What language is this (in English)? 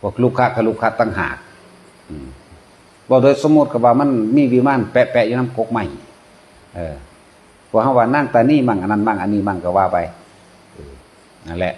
Northeastern Thai